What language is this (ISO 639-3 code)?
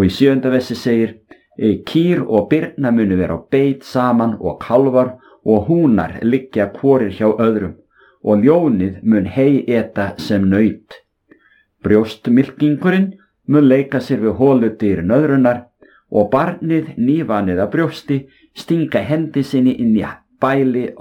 isl